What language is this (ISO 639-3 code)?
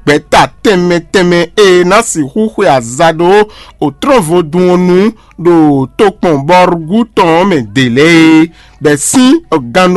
fon